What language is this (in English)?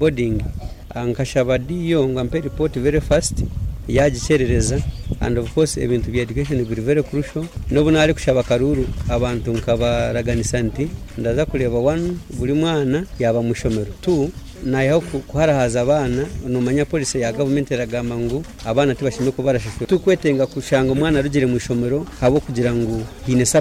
Nyankole